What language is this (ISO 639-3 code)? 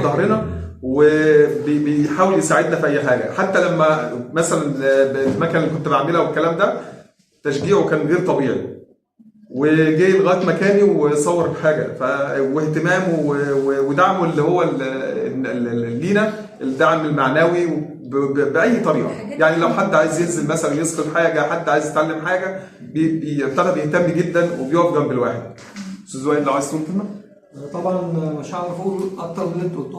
arz